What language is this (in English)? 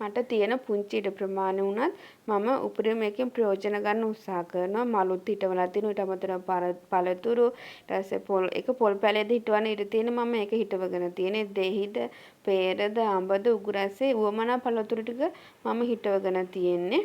Sinhala